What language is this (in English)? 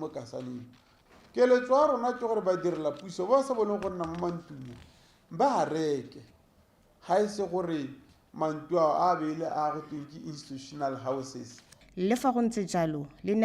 Tswana